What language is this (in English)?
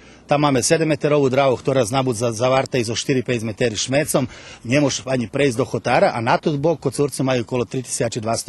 Rusyn